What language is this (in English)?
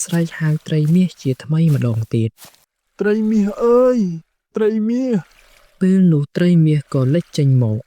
Khmer